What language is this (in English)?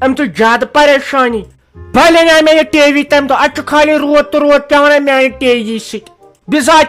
Kashmiri